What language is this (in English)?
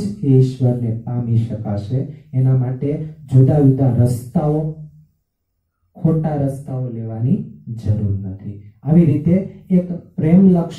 Gujarati